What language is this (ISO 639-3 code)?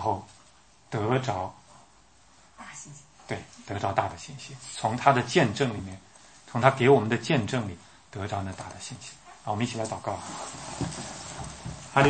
zho